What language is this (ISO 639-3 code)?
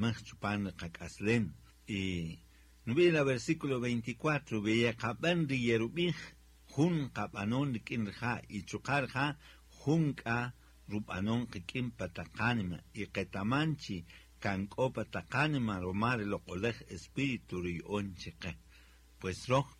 cak